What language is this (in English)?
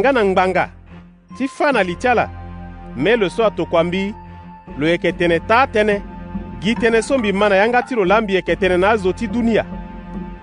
Sango